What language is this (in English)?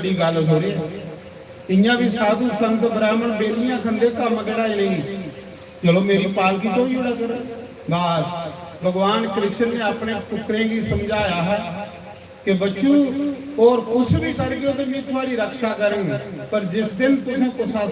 Dogri